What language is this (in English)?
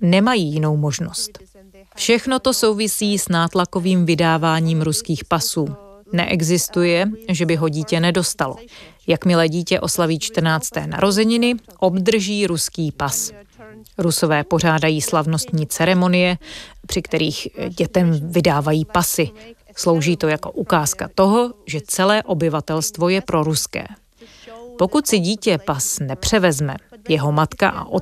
Czech